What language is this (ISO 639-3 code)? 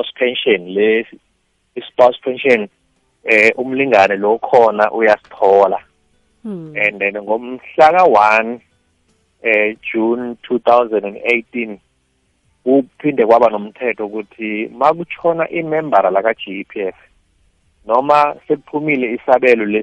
nbl